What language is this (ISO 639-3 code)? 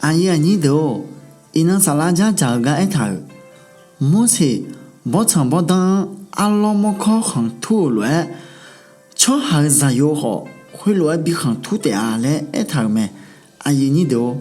ahk